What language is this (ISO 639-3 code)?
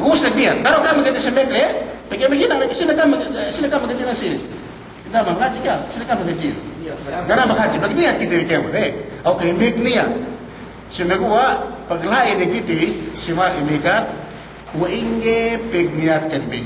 yka